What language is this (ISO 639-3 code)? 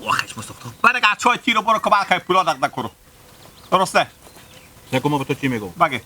fas